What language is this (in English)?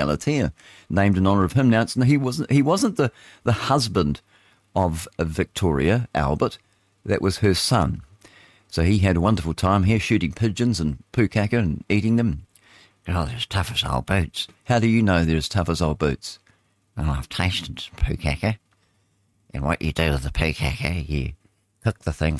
English